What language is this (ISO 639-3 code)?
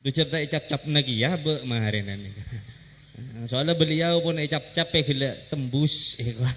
mad